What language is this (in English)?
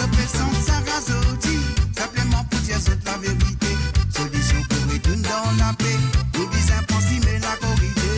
Morisyen